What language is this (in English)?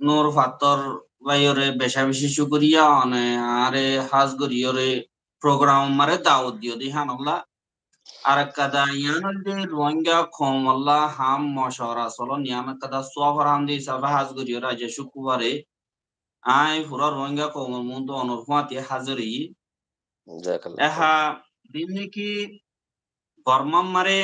Rohingya